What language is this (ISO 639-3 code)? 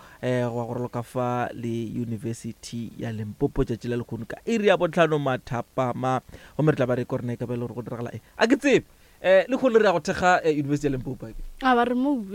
nso